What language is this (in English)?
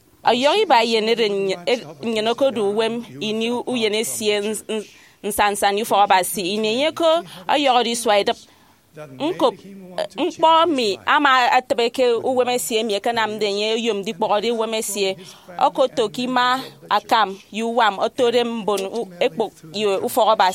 Efik